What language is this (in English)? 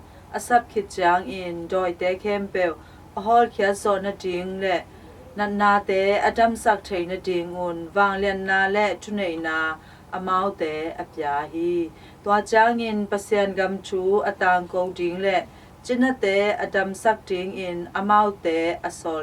Tedim Chin